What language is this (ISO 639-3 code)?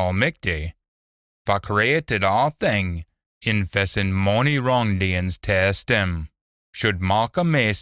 sco